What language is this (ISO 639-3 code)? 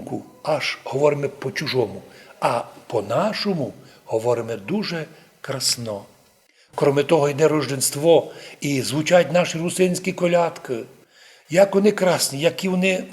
rue